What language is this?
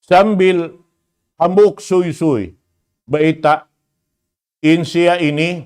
Tausug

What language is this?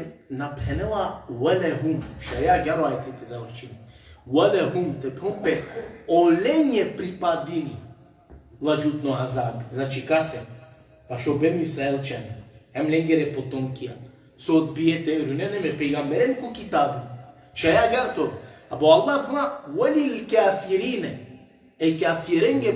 Balkan Romani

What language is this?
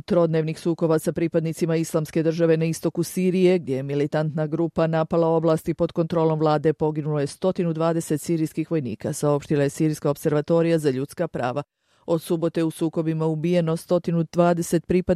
Bosnian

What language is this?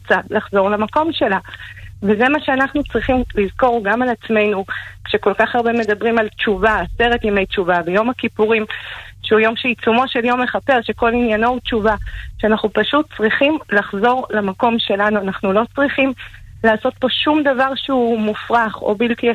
Hebrew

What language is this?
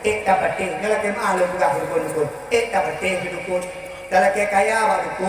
Achinese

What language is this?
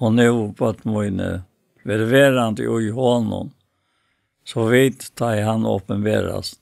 Faroese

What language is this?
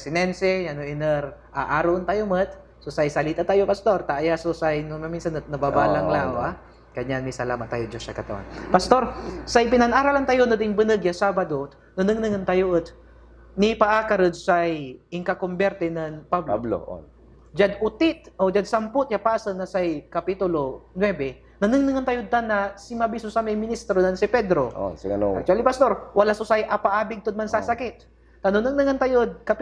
Pangasinan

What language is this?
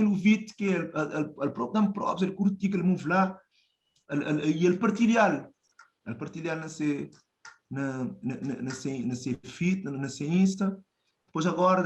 Kabuverdianu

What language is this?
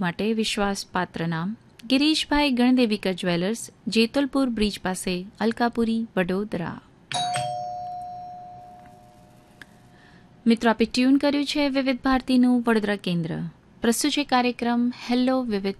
Gujarati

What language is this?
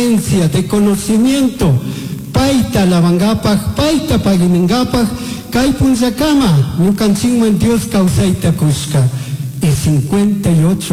Chimborazo Highland Quichua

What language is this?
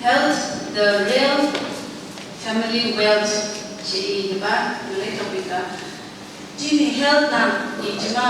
Phom Naga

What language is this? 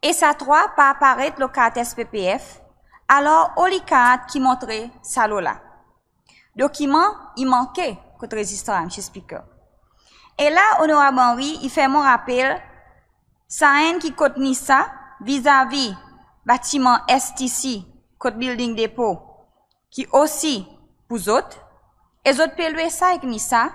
Seselwa Creole French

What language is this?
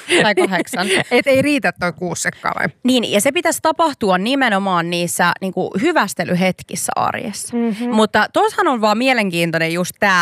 Finnish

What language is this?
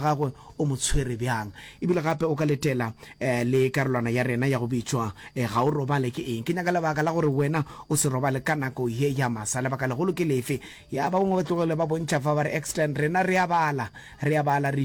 Northern Sotho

